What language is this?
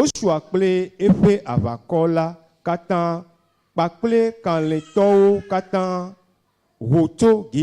Ewe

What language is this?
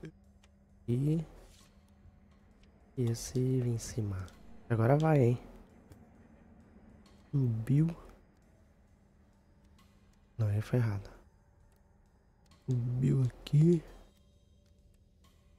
Portuguese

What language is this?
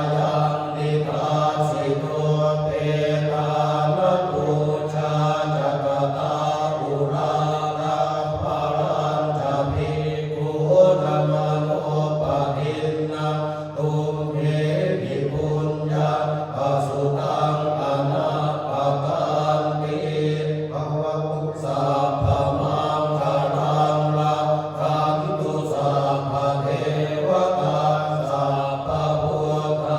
Pali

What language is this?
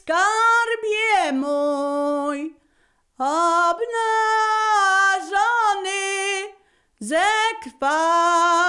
Polish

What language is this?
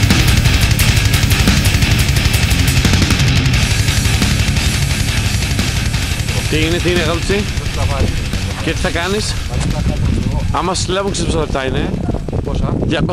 Greek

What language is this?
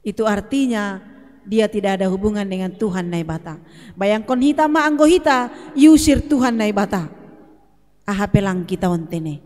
Batak Simalungun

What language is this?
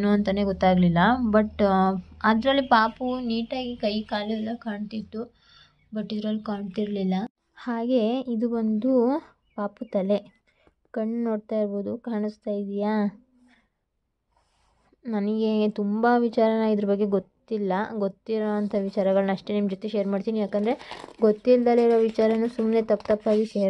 Kannada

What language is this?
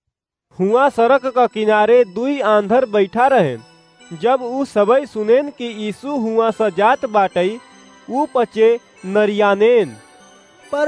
Awadhi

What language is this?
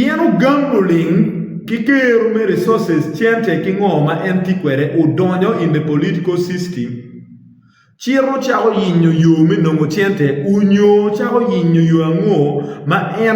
Acoli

